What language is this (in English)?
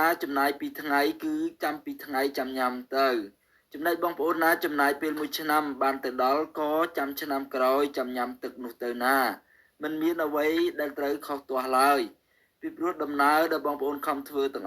Khmer